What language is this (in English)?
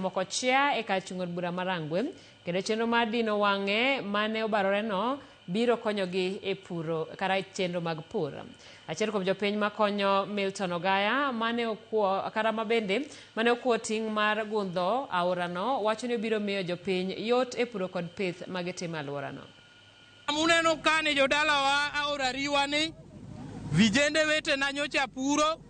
Luo (Kenya and Tanzania)